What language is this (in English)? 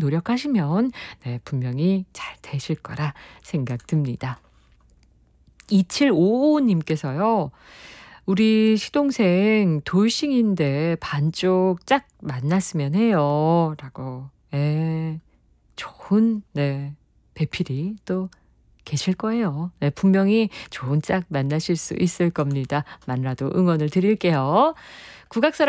Korean